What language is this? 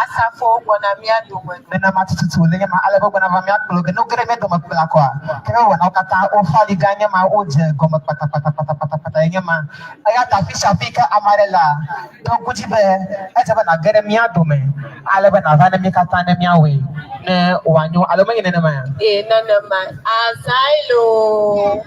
Ewe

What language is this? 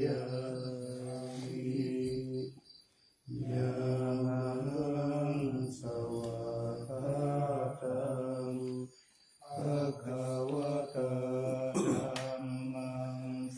Pali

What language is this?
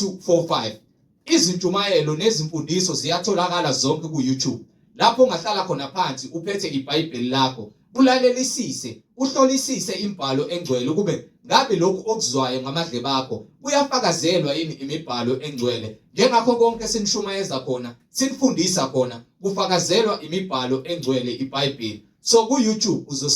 Zulu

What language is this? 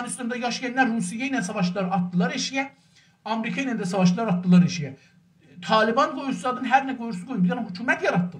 South Azerbaijani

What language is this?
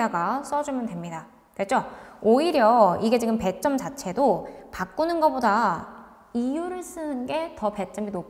Korean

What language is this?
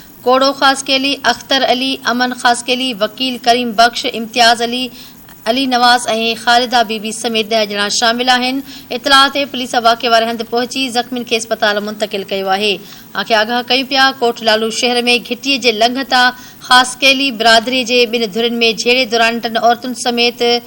Sindhi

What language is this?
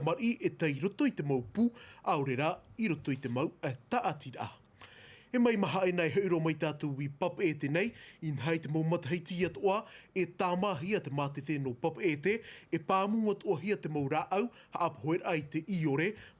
Tahitian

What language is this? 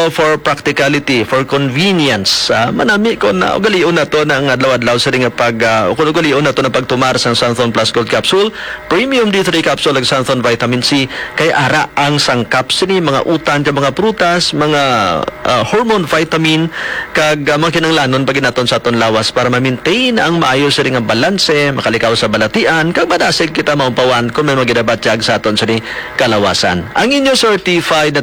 Hiligaynon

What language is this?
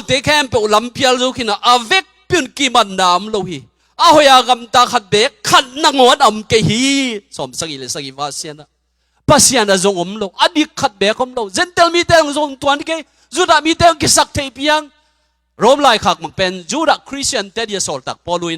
Tedim Chin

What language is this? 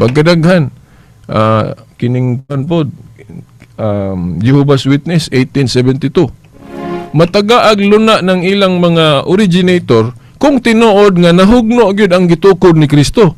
Cebuano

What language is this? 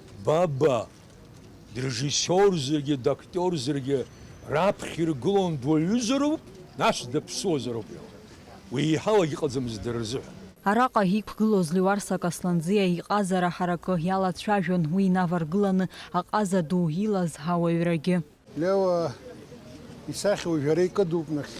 Abkhazian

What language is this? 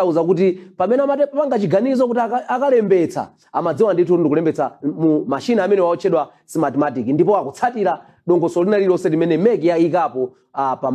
Nyanja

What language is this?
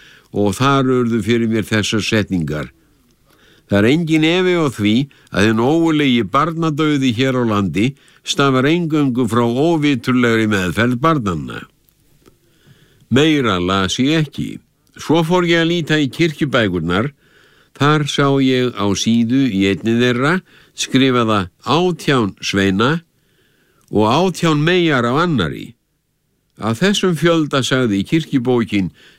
Icelandic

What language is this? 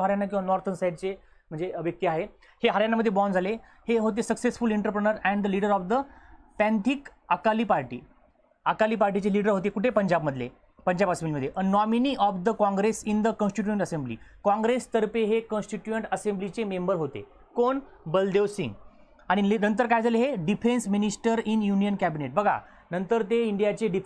Marathi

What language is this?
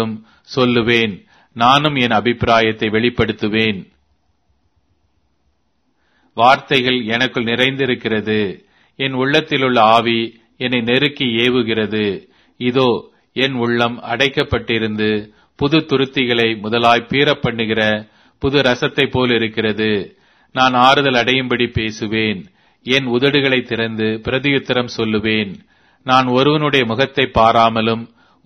Tamil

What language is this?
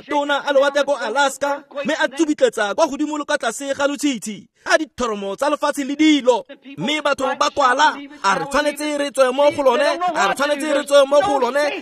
Tswana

